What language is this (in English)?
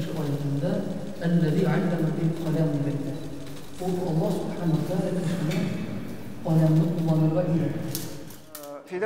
Tatar